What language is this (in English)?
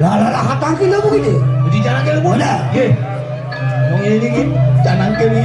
Balinese